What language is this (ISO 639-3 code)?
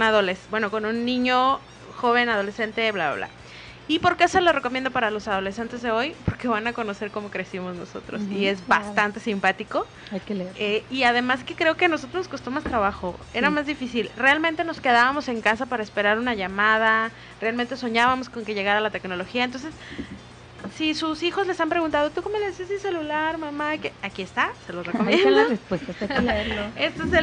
spa